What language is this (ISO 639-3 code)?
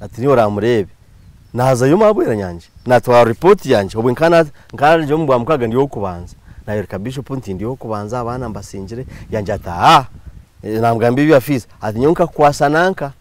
nyn